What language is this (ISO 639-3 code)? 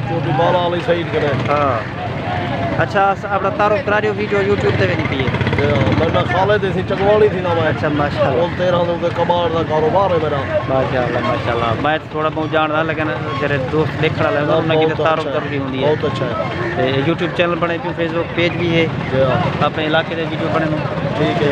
skr